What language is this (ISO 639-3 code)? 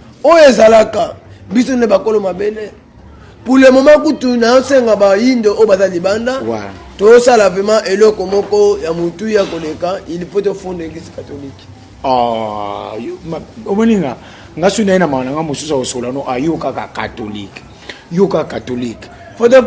lin